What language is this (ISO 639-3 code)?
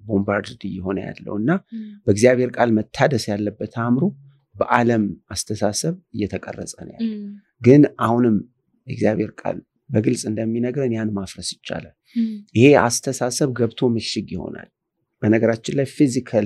amh